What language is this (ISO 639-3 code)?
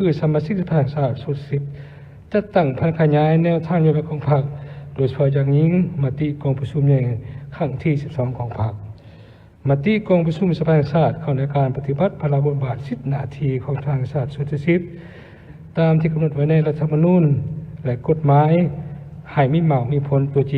lao